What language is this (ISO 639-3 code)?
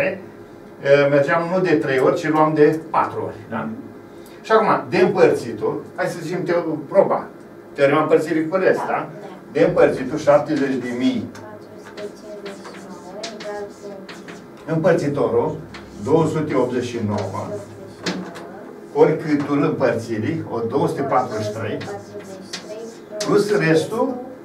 ron